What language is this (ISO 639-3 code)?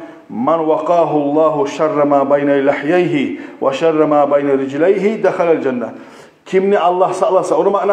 kum